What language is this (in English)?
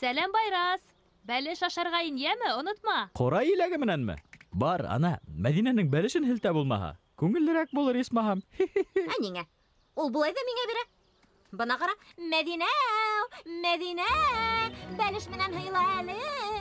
Bashkir